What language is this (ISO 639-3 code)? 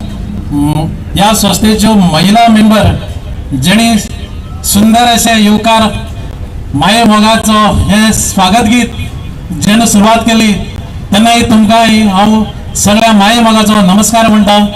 kok